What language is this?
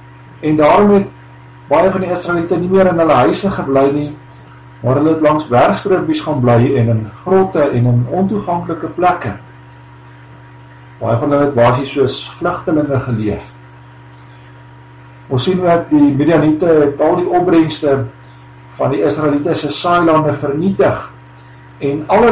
Afrikaans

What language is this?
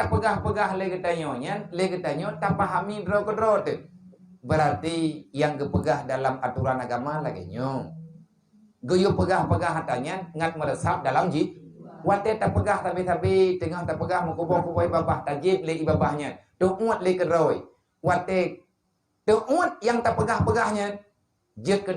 Achinese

